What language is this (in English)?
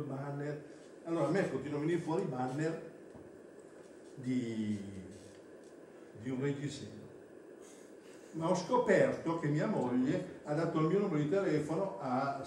Italian